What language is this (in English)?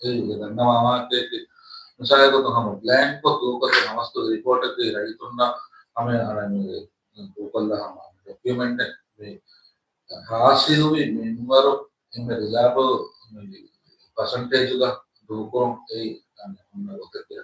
Divehi